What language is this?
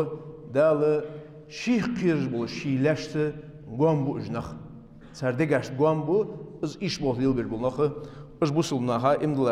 Ingush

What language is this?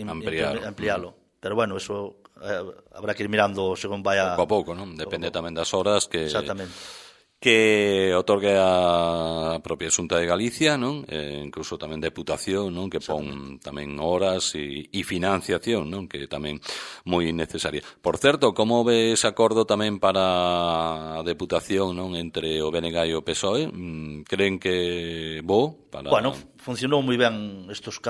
Galician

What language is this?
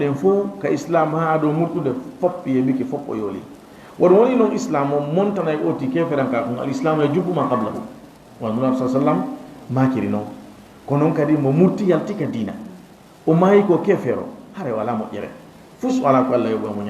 Fula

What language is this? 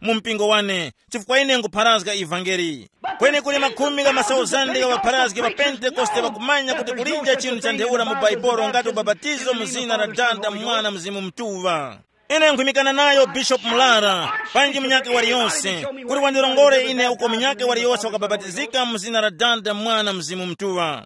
Tumbuka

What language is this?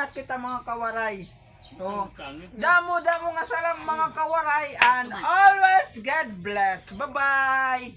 Waray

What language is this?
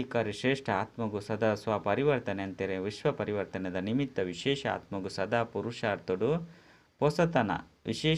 Tulu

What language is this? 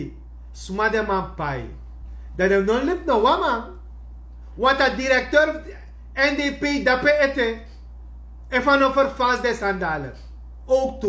Sranan Tongo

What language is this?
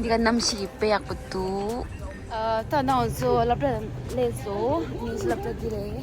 Tibetan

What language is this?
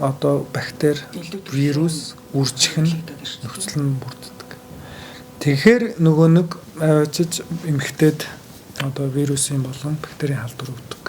Mongolian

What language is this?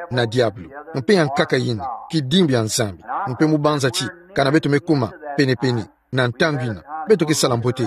Kituba (Democratic Republic of Congo)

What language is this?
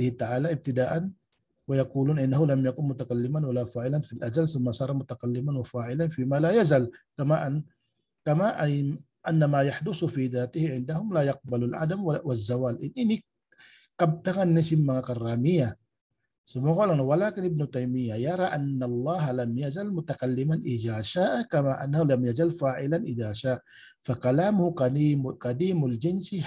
Tausug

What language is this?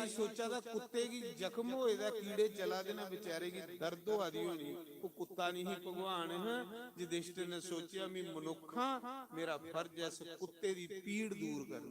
Dogri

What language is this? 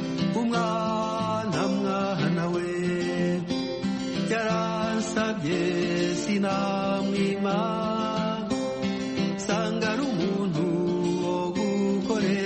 Kinyarwanda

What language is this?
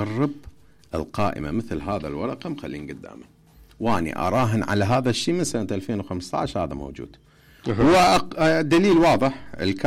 Mesopotamian Arabic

